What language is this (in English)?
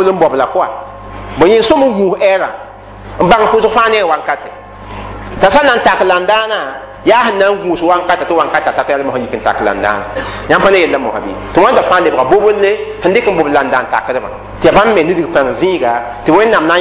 Mossi